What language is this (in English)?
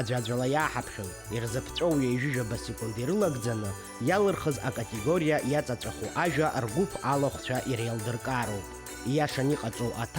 Abkhazian